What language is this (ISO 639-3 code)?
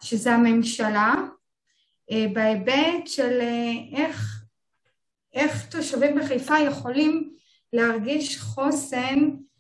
heb